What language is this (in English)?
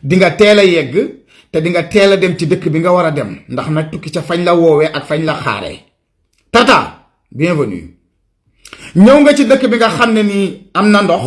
Wolof